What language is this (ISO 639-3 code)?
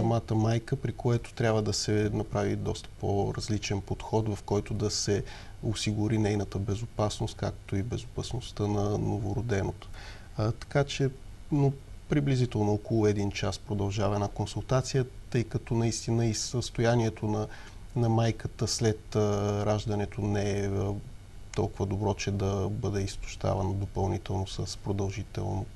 bul